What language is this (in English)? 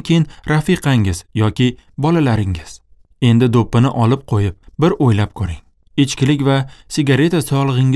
Uzbek